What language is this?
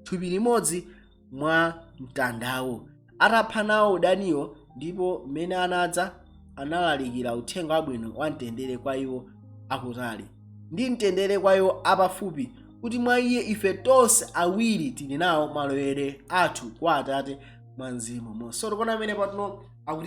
Nyanja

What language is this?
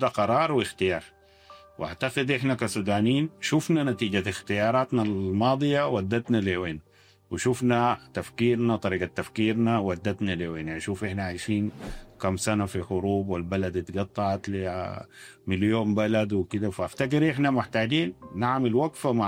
Sudanese Arabic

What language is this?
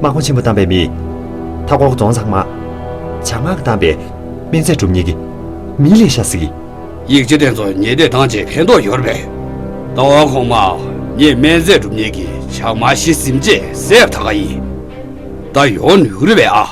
Tibetan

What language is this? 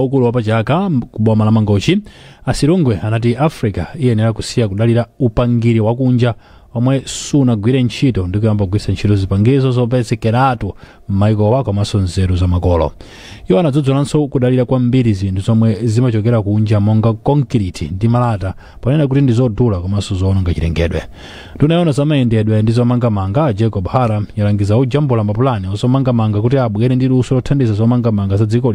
Nyanja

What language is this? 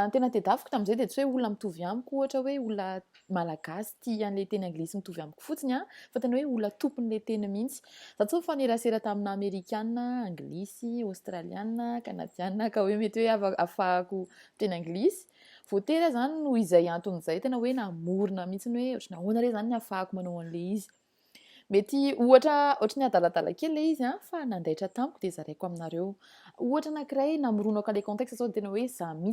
Malagasy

